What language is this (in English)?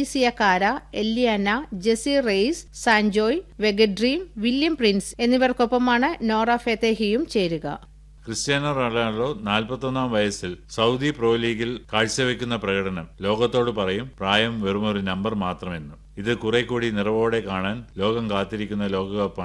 Malayalam